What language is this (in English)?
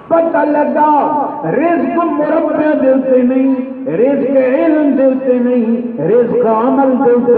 Saraiki